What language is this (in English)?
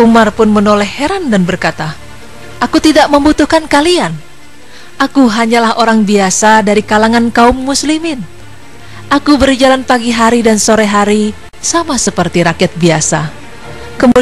Indonesian